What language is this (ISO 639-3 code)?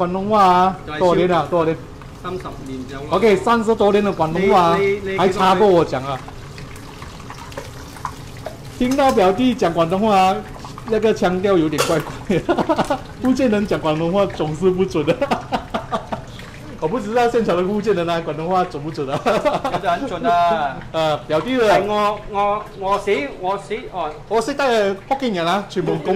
zho